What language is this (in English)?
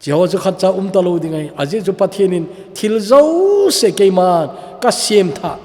Thado Chin